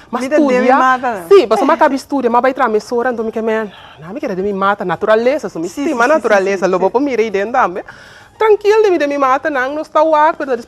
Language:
Papiamento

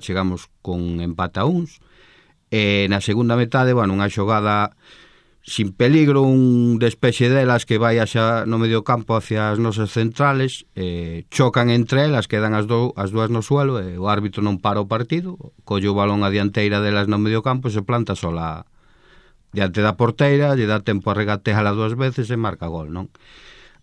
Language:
Galician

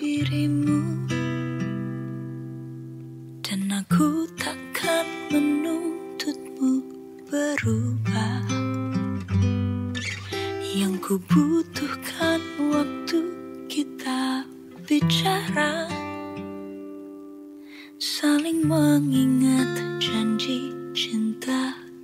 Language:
Indonesian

